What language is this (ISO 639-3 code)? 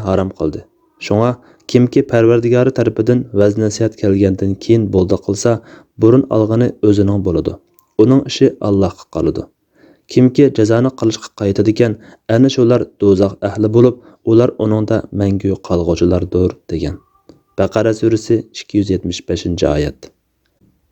uig